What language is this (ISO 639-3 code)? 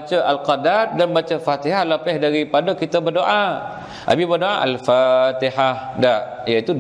msa